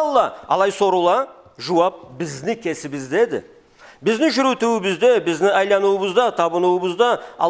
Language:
Karachay-Balkar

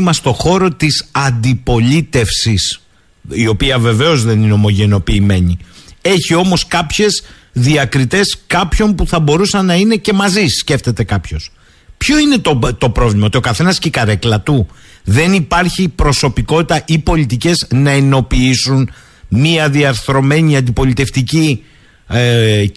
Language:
Greek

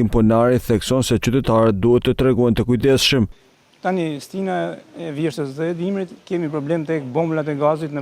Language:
Albanian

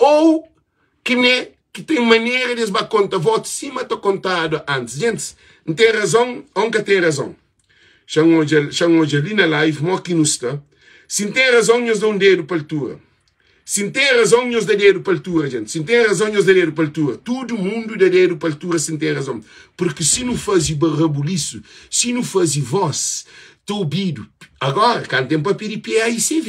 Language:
Kabuverdianu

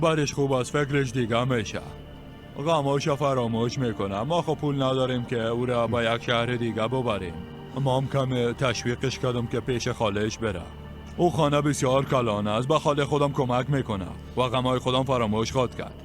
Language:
Persian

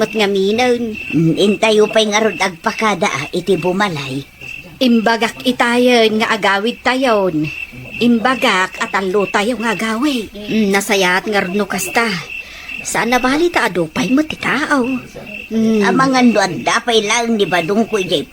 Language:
Iloko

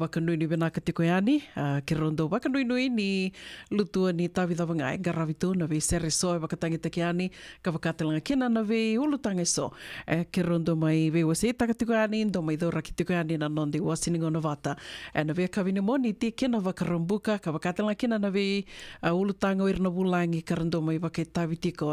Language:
Fijian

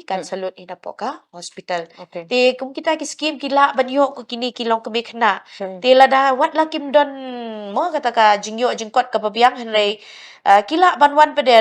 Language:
Khasi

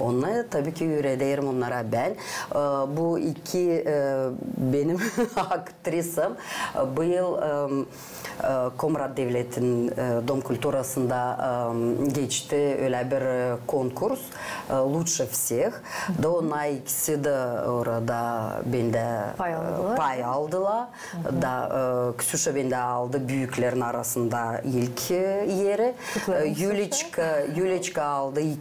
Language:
Gagauz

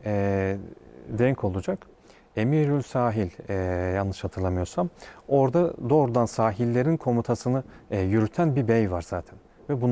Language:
Turkish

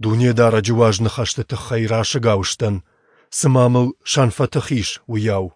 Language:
Ossetic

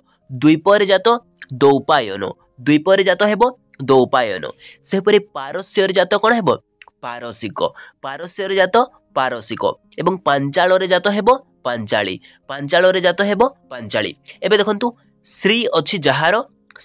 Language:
Odia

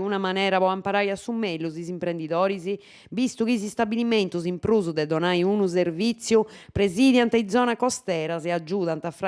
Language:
Sardinian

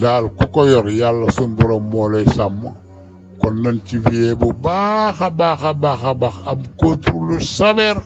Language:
Wolof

